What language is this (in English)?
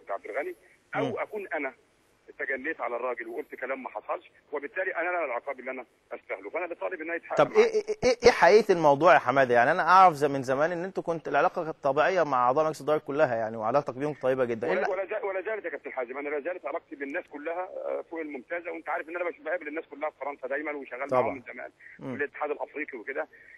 Egyptian Arabic